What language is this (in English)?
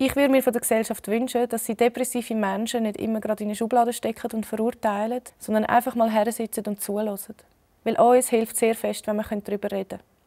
Swiss German